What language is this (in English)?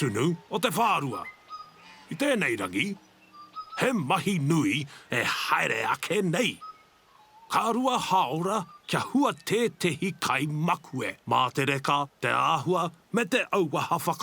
Māori